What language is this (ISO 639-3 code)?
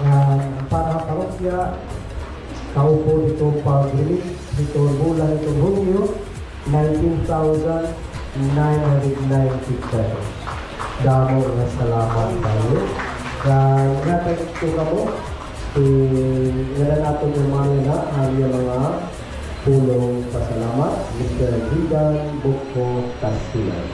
war